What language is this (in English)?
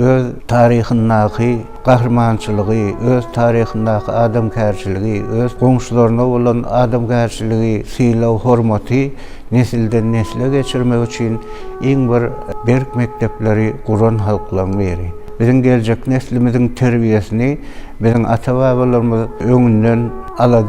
Turkmen